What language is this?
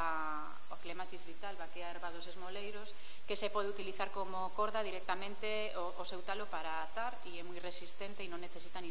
Galician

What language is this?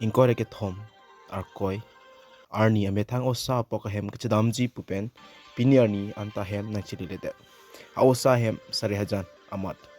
Karbi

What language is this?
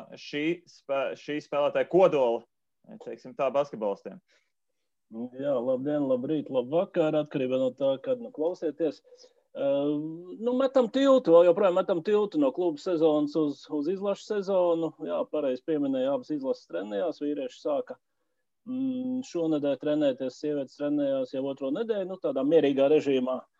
Latvian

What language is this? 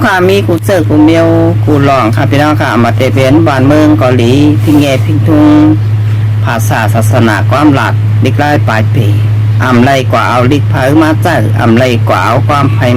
Shan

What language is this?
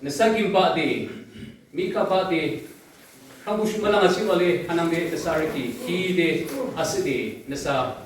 Yimchungru Naga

